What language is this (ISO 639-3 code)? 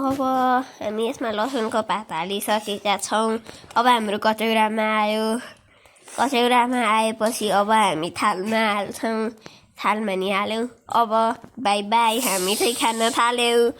nep